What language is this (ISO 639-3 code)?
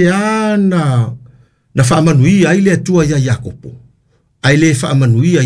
smo